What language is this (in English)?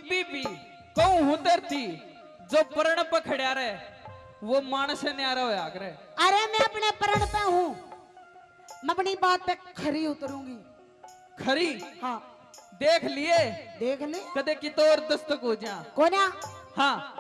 Haryanvi